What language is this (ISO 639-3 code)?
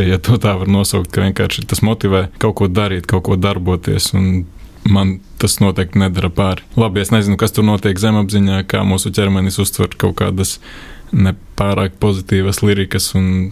lav